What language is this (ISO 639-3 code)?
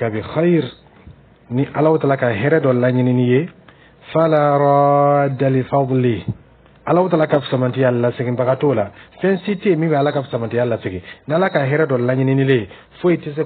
dyu